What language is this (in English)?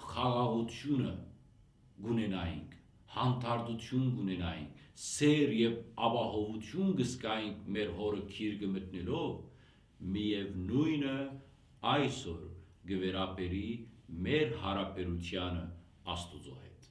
Western Armenian